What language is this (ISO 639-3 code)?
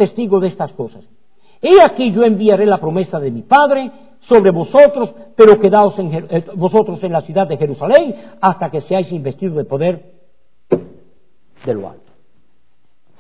spa